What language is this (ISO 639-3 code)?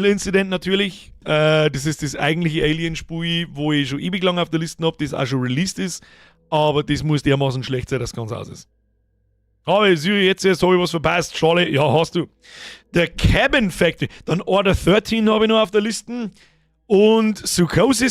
bar